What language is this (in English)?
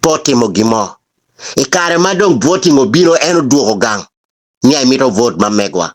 Acoli